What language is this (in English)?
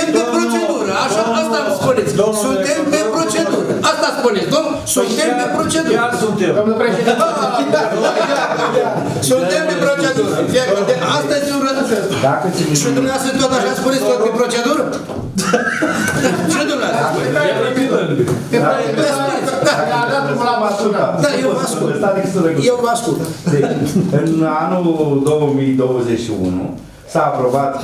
Romanian